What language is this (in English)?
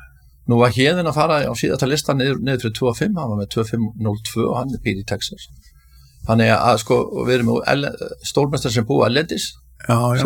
Icelandic